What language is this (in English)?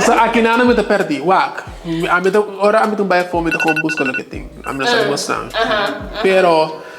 Papiamento